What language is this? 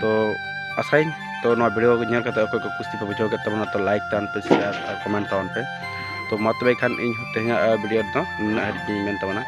Santali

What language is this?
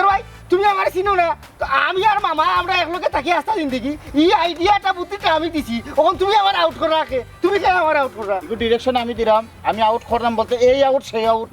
Sylheti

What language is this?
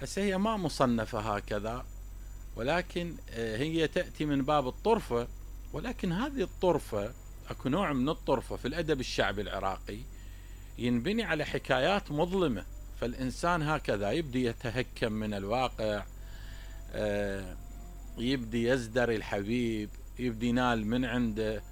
Mesopotamian Arabic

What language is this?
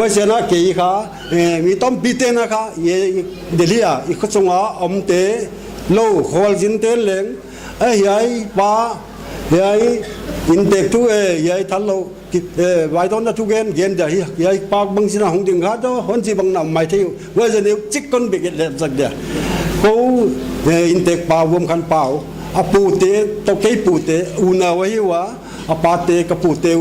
Paite Chin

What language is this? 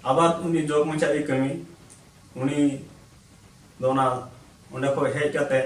Santali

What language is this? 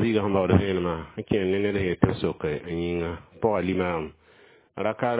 Mossi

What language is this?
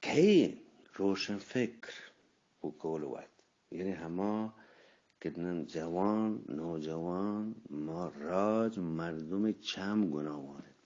Eastern Balochi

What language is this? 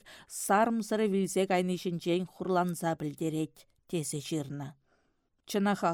Chuvash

